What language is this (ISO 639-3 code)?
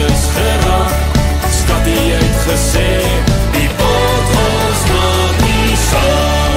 afr